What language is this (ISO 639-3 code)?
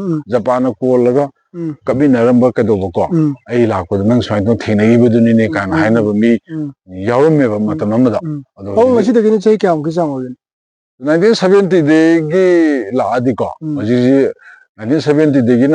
mni